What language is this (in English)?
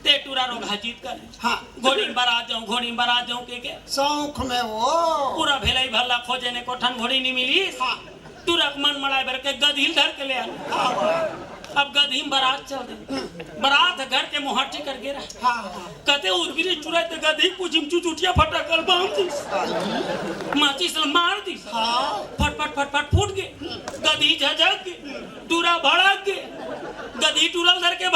Chhattisgarhi